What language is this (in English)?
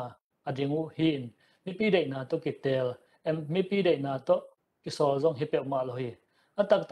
Tedim Chin